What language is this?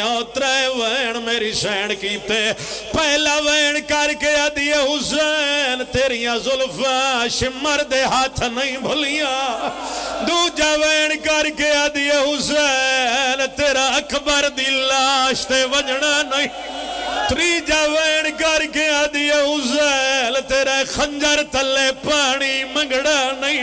Pahari-Potwari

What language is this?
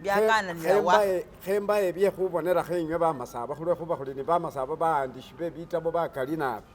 Masaaba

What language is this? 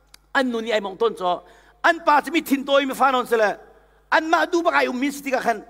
Hakha Chin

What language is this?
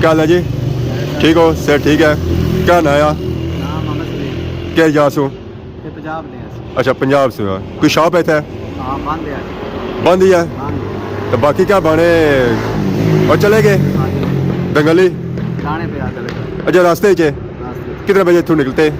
Pahari-Potwari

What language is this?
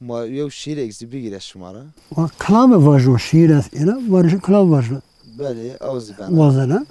Zaza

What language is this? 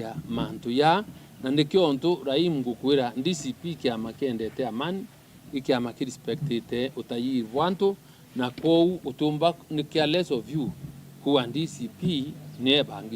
Meru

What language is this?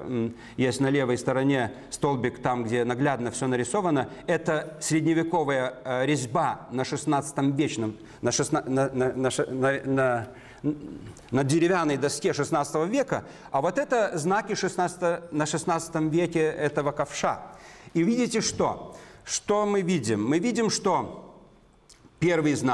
Russian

